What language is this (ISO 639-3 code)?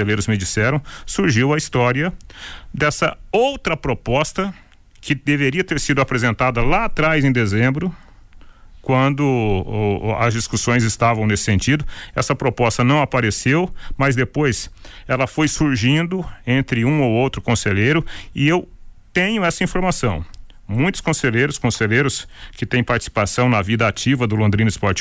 por